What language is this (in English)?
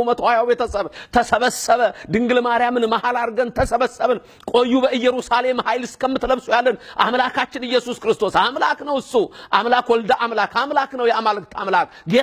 Amharic